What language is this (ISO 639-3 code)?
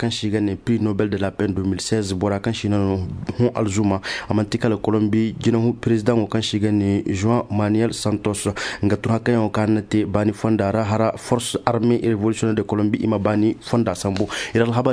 dje